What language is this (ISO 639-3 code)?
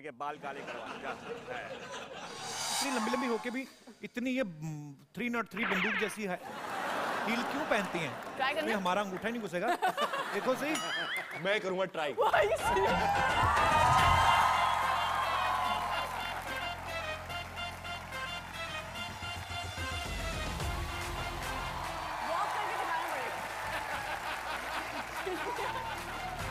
hin